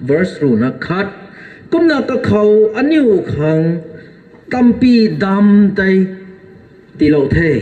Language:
Rongmei Naga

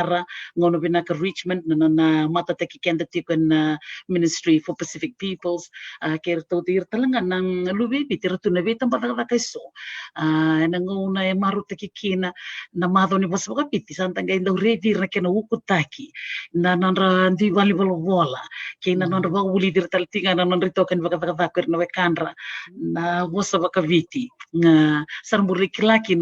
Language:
Fijian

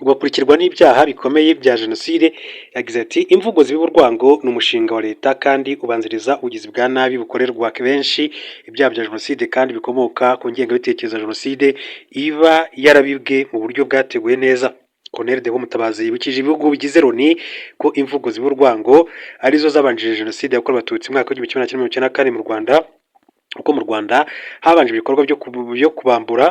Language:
Kinyarwanda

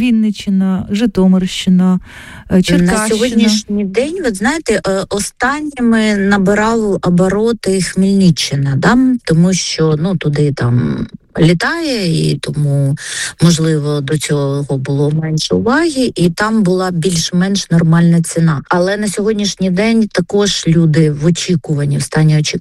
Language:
Ukrainian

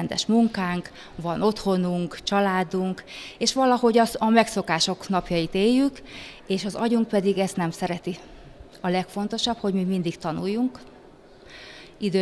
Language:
Hungarian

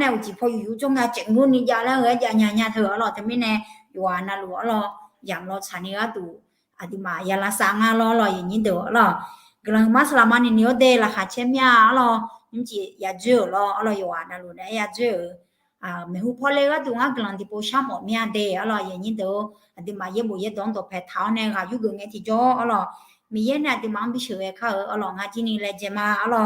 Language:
Akha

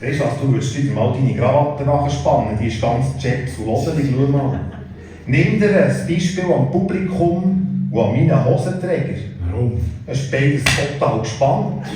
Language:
Swiss German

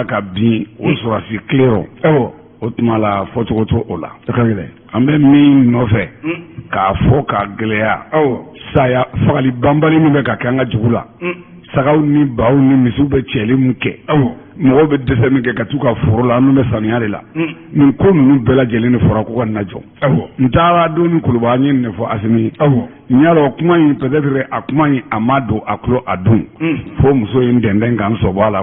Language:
Bambara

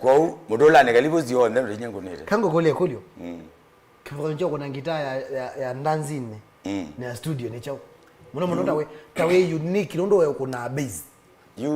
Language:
Kamba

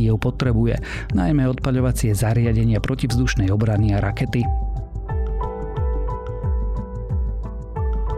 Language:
Slovak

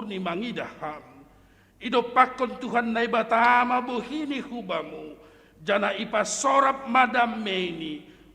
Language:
Batak Simalungun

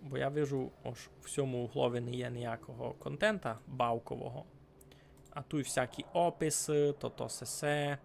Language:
Rusyn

